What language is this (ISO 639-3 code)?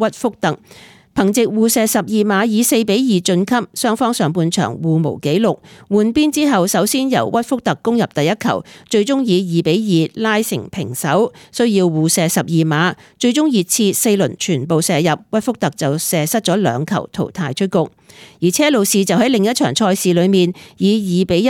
yue